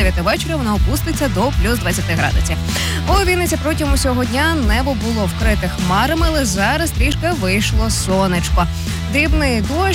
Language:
Ukrainian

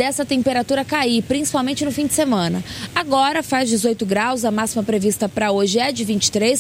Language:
Portuguese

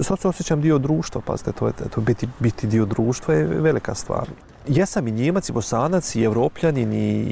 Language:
Bosnian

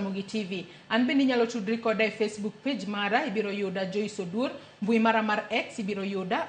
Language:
Luo (Kenya and Tanzania)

